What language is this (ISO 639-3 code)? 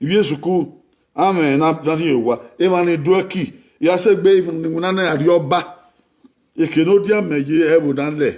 bin